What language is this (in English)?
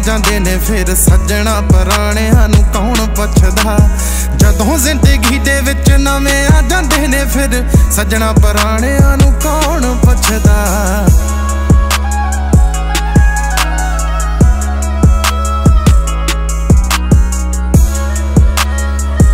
Punjabi